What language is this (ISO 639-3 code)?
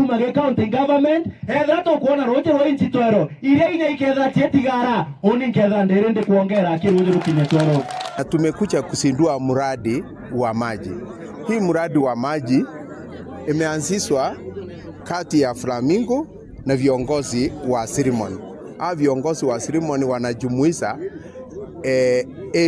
mer